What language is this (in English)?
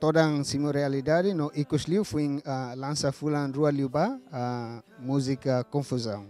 Tetum